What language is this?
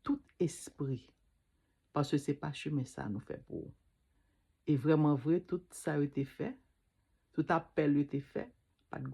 Haitian Creole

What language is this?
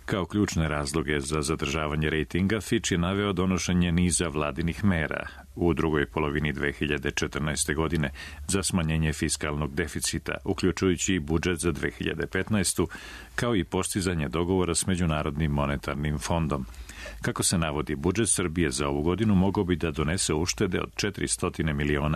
Serbian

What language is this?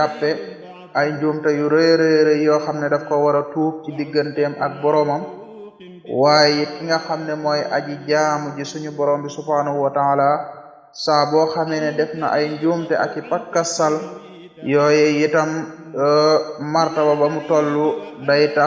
Wolof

